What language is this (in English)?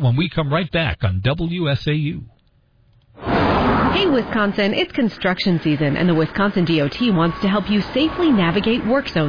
English